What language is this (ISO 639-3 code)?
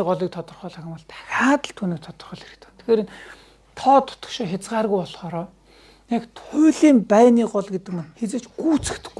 mon